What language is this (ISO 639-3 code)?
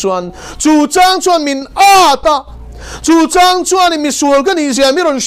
lus